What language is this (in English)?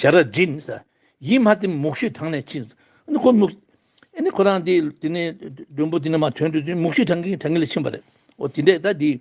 Tibetan